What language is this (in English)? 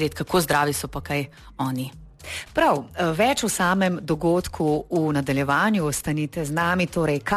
Slovenian